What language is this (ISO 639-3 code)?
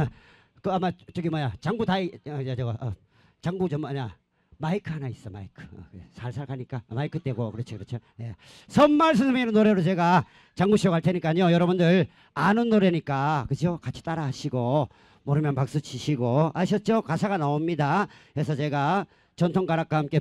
kor